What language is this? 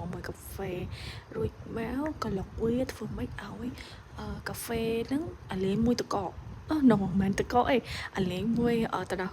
Khmer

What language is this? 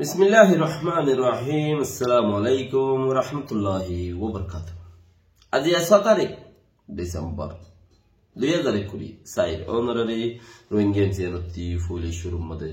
Rohingya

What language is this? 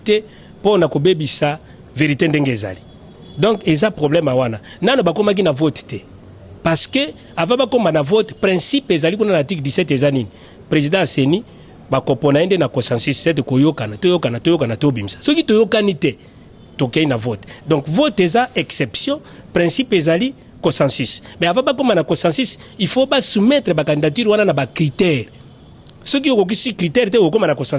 Lingala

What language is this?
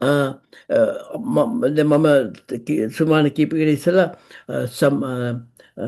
Sinhala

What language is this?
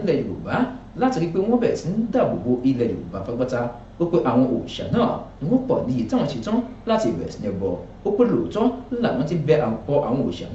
Yoruba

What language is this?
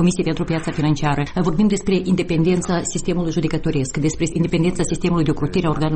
Romanian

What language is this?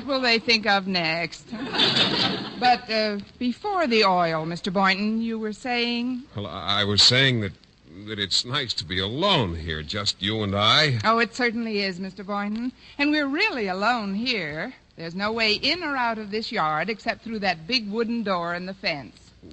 English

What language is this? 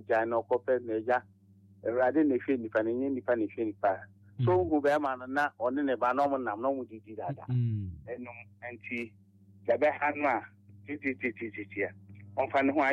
Akan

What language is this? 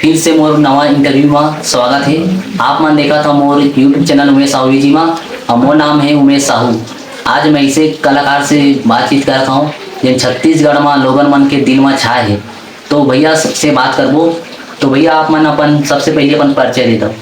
Chhattisgarhi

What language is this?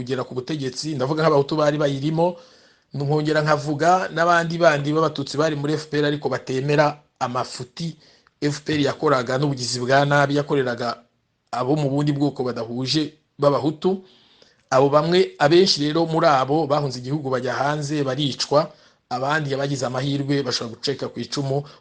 Kinyarwanda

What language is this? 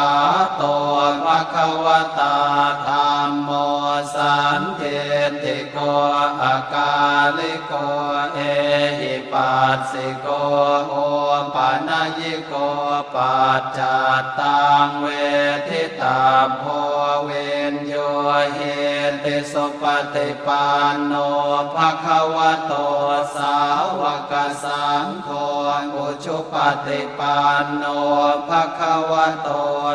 Pali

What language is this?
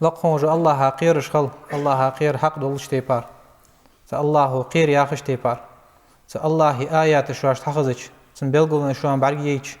Ingush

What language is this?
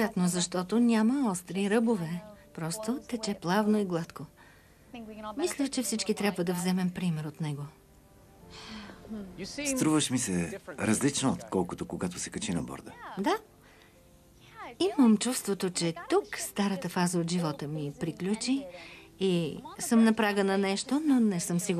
Bulgarian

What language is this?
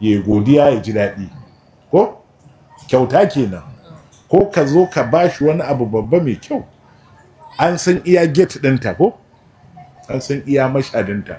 Hausa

